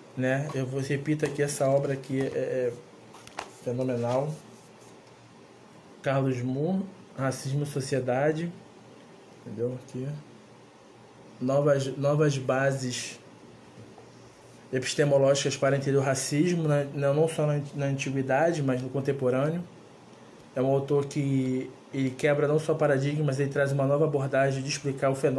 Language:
Portuguese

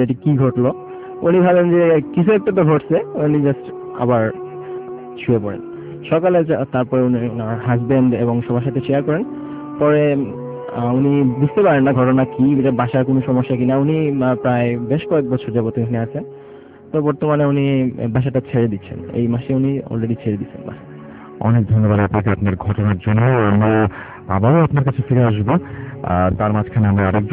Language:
Bangla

